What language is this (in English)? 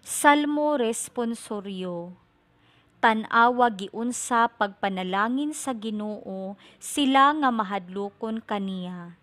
Cebuano